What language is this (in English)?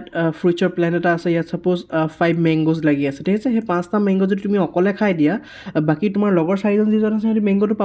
Assamese